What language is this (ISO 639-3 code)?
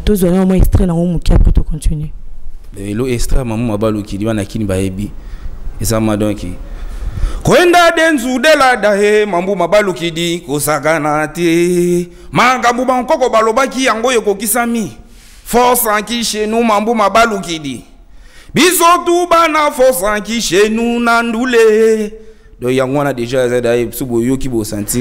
lin